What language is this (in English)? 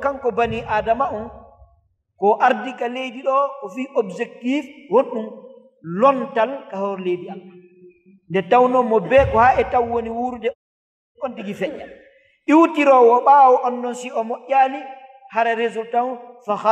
Fula